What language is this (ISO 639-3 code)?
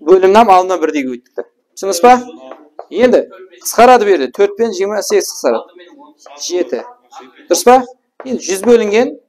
kaa